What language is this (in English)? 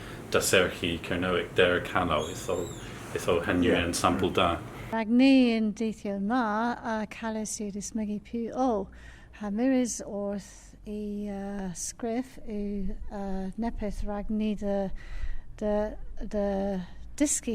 Cornish